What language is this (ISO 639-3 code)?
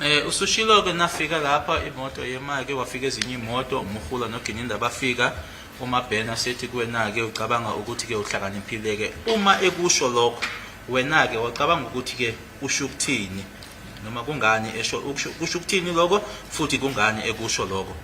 zul